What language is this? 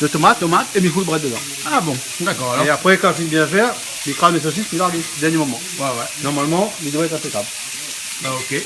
Réunion Creole French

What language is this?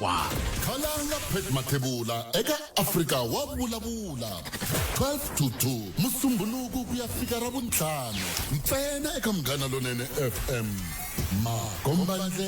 Tsonga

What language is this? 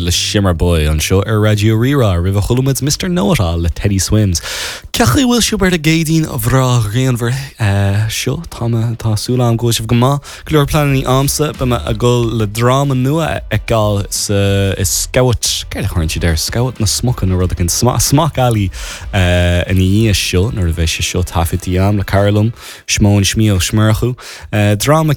Irish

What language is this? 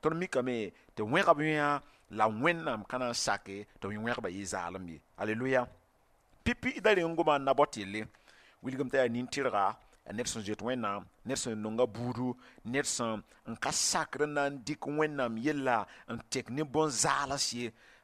Mossi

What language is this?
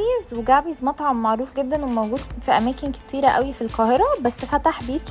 Egyptian Arabic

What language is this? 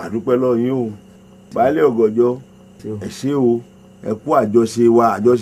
Yoruba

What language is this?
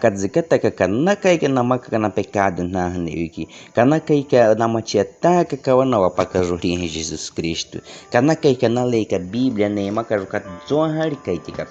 Baniwa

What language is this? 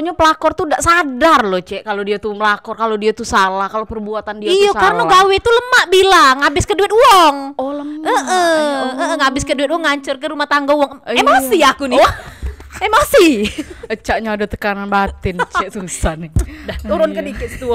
Musi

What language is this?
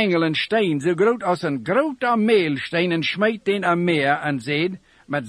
Dutch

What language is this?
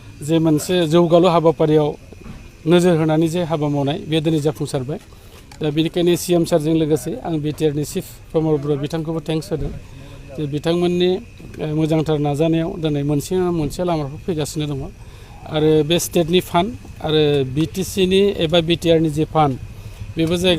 Bodo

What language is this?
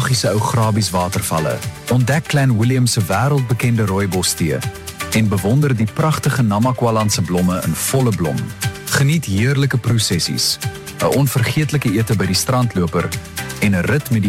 Afrikaans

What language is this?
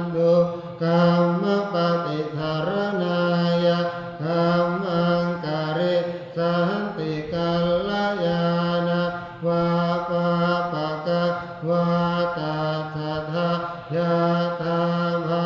Pali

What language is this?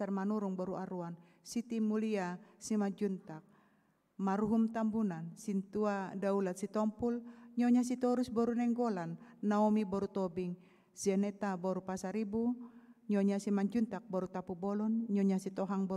Batak Toba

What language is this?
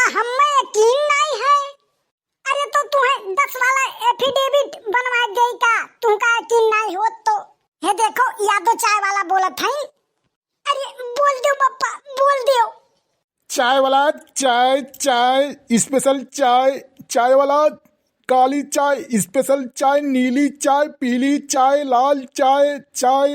Awadhi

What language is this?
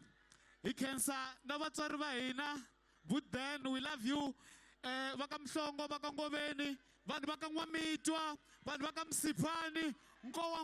Tsonga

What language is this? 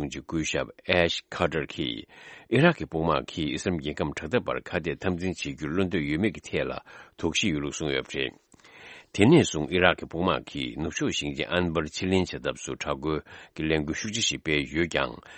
Tibetan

